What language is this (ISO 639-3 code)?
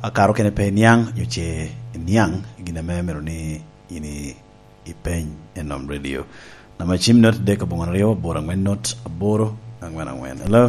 laj